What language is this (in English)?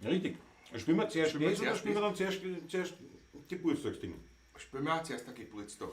Bavarian